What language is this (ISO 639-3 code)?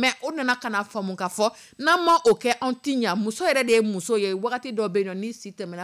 dyu